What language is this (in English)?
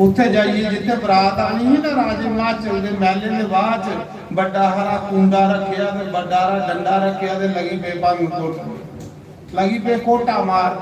Dogri